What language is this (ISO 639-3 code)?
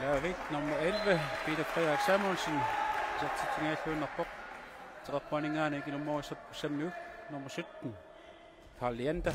kal